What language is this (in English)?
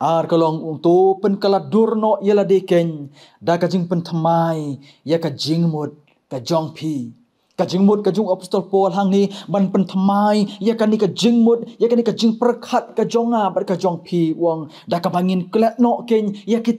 Khasi